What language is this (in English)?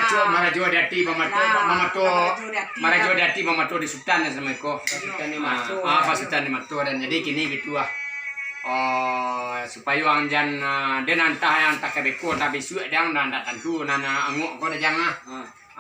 Minangkabau